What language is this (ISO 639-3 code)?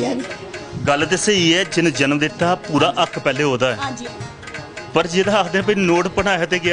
doi